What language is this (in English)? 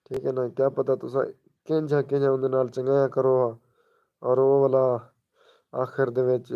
Saraiki